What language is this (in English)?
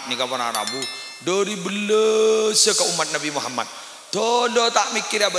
Madurese